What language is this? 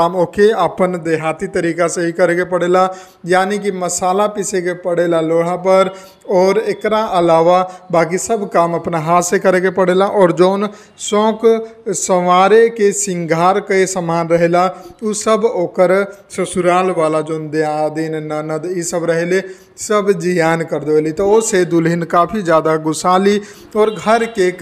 Bhojpuri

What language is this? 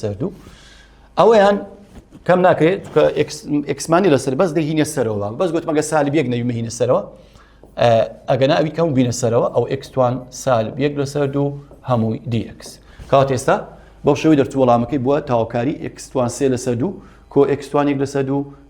Central Kurdish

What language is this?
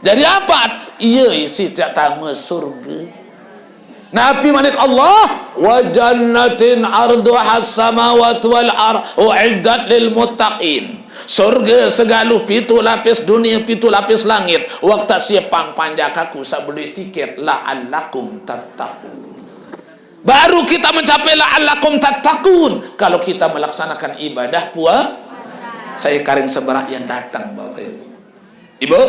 Sasak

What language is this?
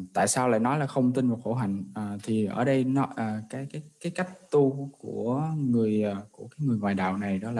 Vietnamese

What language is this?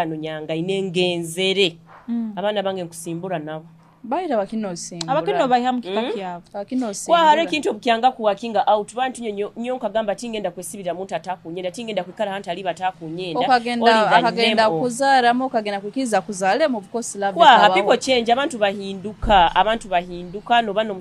Nyoro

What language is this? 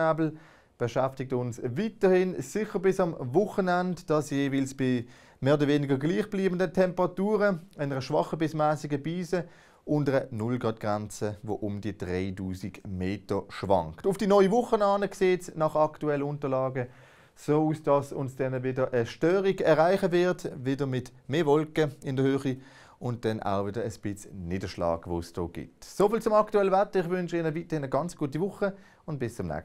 Swiss German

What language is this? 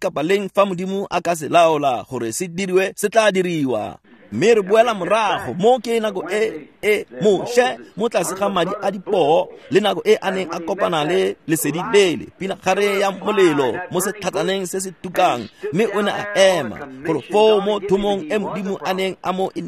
Tswana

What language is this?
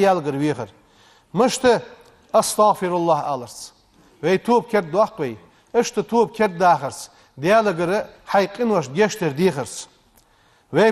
Ingush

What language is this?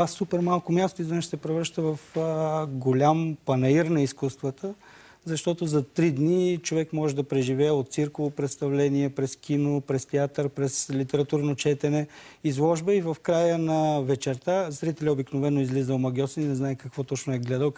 Bulgarian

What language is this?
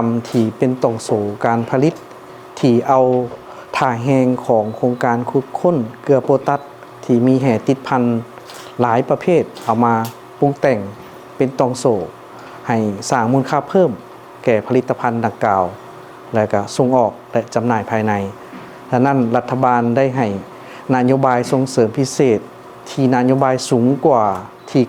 Lao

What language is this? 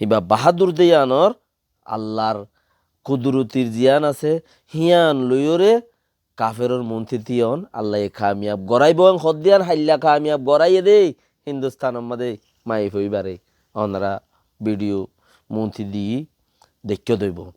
Rohingya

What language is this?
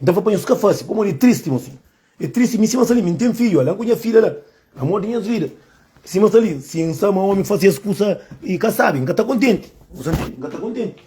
Kabuverdianu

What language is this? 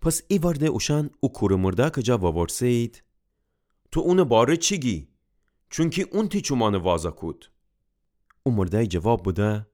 Gilaki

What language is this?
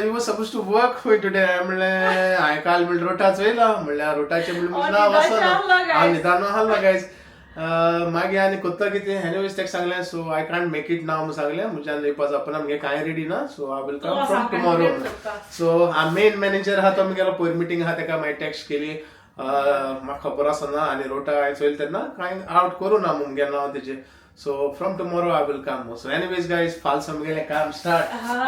Konkani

